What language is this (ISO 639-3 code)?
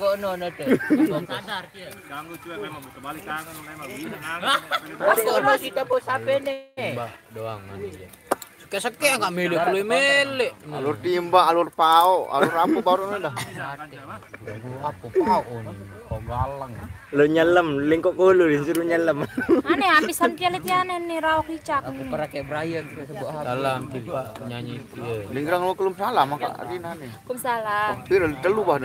sas